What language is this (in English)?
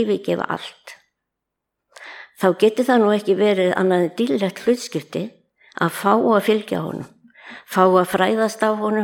Icelandic